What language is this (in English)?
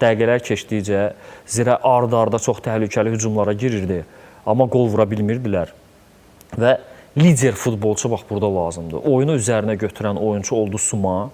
Azerbaijani